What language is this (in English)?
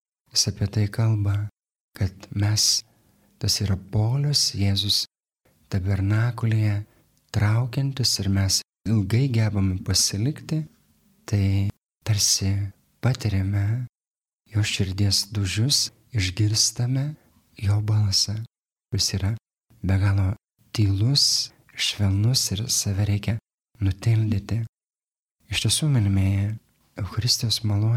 Lithuanian